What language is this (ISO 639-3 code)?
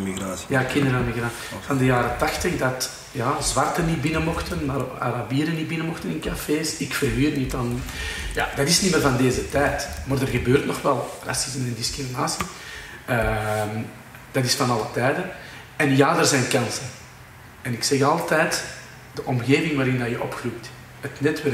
nld